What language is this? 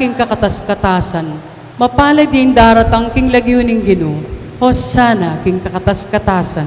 Pampanga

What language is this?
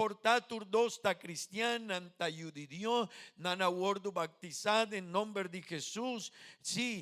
Papiamento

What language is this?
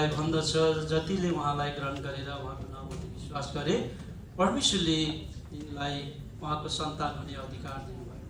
Nepali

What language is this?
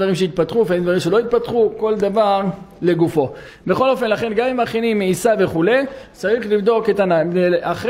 Hebrew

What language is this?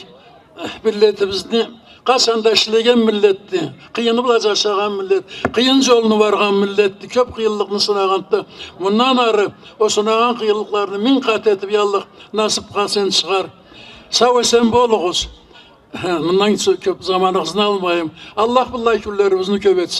Karachay-Balkar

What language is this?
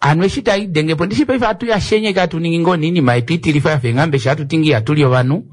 Kuanyama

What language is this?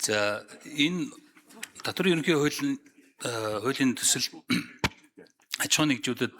Mongolian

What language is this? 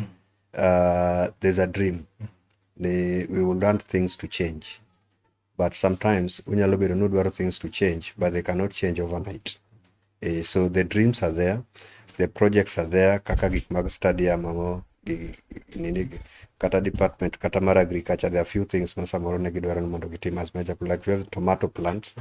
Luo (Kenya and Tanzania)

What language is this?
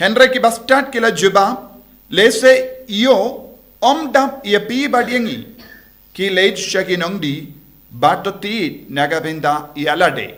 Khasi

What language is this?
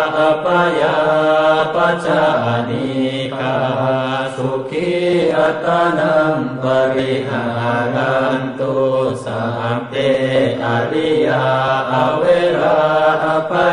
Pali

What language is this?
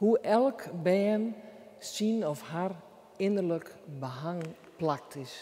Western Frisian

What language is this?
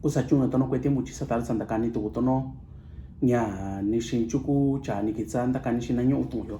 Mixtepec Mixtec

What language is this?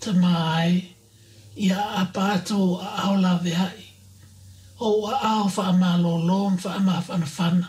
Samoan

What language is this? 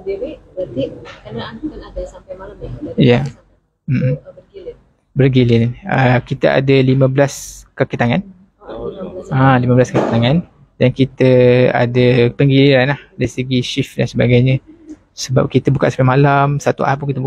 Malay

